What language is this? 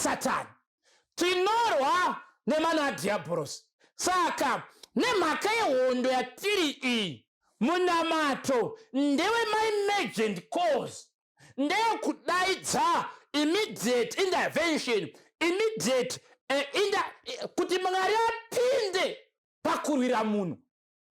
Shona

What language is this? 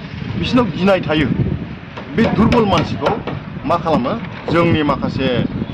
Bodo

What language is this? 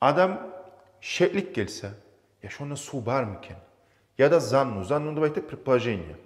Kumyk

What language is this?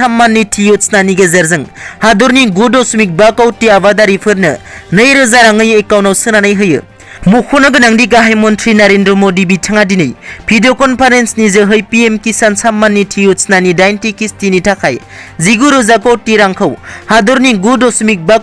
Bodo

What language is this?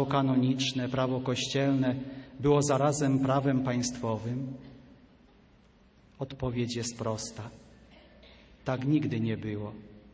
Polish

